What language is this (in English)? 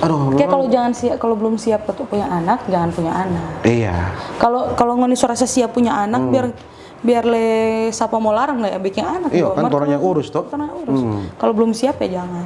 Manado Malay